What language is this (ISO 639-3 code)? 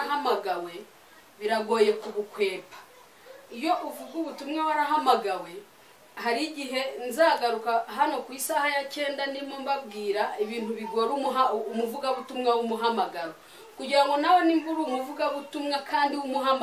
kin